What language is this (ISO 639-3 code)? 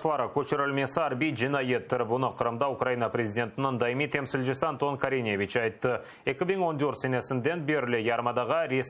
crh